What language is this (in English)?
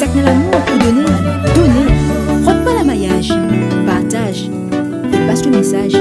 Réunion Creole French